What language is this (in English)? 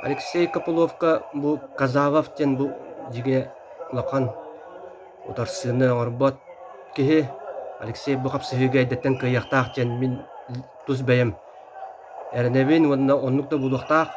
Yakut